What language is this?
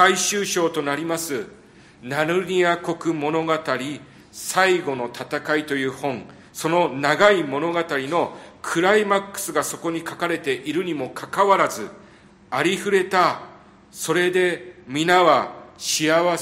Japanese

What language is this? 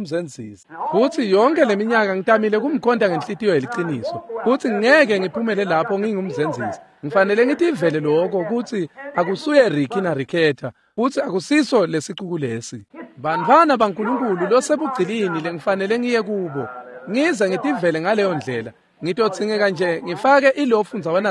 Swati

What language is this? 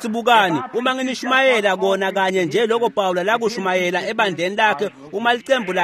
Swati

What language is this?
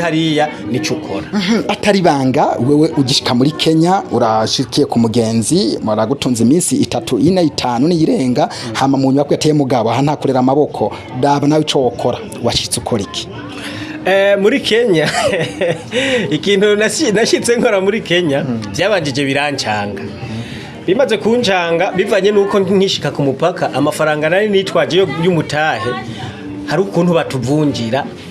Rundi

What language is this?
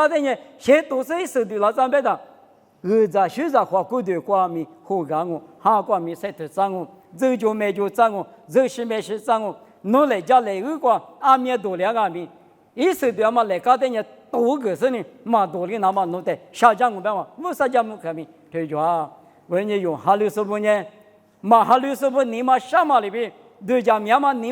Lisu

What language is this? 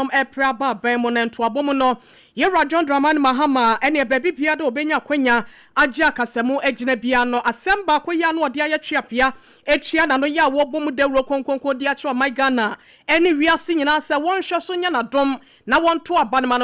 Akan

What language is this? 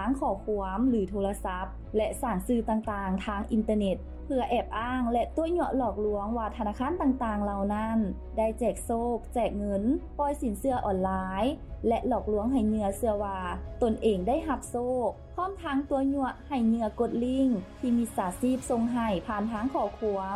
Lao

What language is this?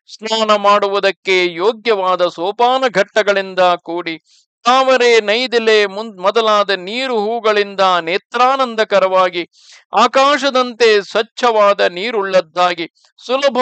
Kannada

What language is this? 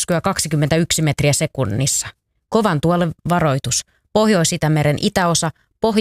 Finnish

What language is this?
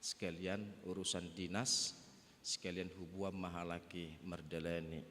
Batak Toba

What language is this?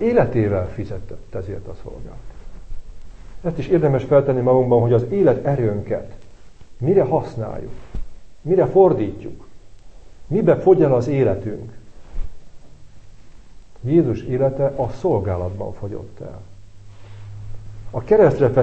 Hungarian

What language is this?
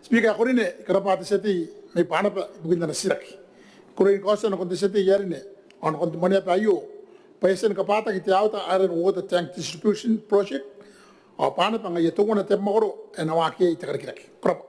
Gilbertese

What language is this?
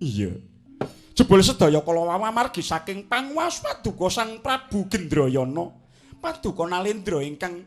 Javanese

